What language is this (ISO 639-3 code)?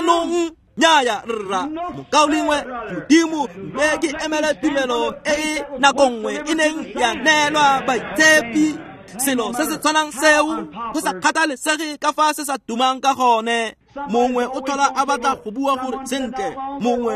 tsn